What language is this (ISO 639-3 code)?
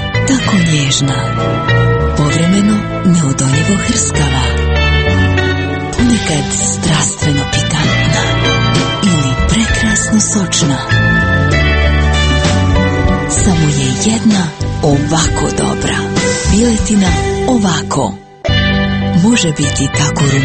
hrv